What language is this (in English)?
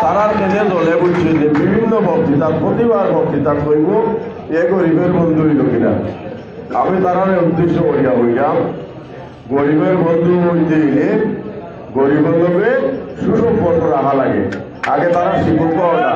Sylheti